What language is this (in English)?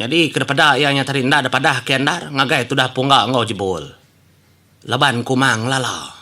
Iban